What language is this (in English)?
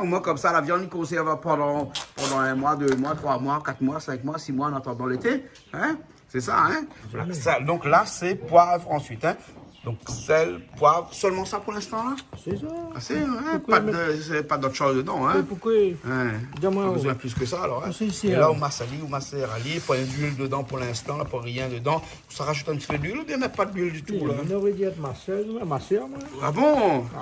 Réunion Creole French